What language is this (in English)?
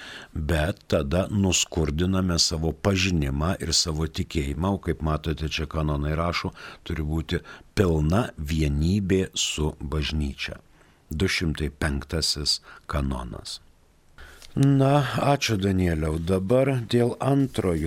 Lithuanian